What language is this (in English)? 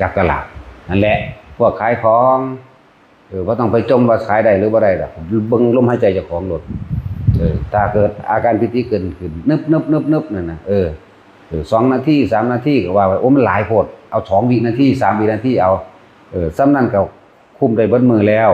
Northeastern Thai